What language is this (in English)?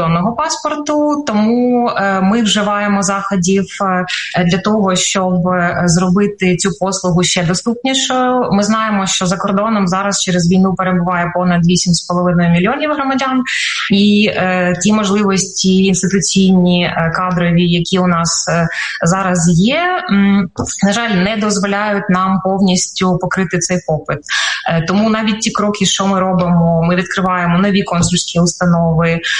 Ukrainian